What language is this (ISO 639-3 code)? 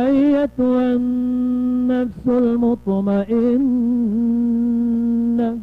mrw